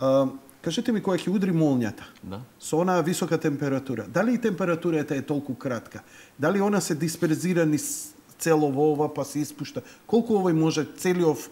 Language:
Macedonian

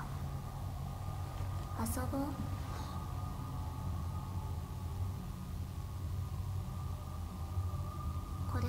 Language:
Japanese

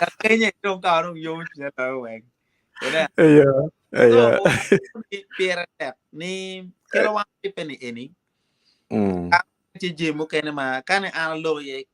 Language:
Acoli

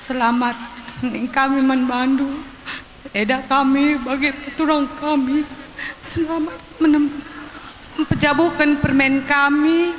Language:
Batak Karo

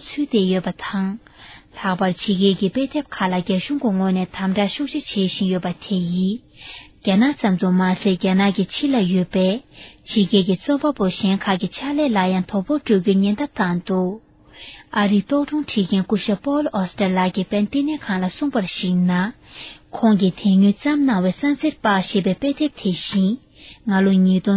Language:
Tibetan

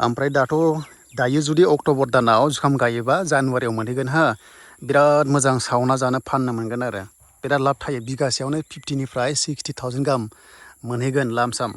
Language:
Bodo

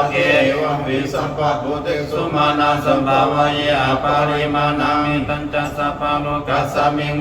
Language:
Pali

